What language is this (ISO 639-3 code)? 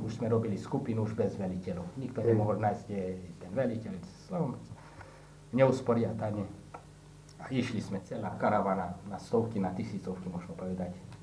slk